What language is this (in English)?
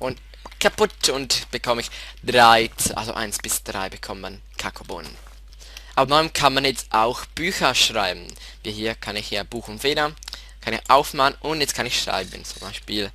Swiss German